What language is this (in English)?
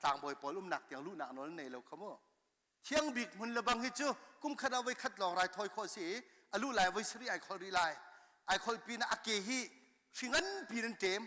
Hakha Chin